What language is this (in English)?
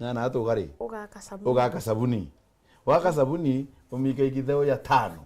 Meru